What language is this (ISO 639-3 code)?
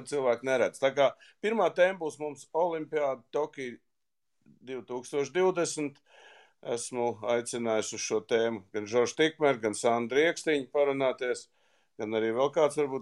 lav